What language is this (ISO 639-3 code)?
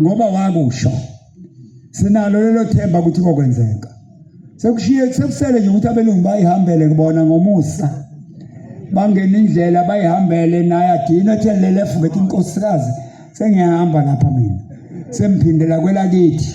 zul